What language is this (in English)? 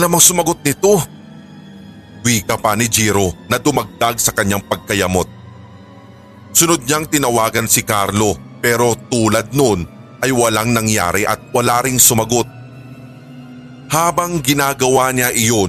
Filipino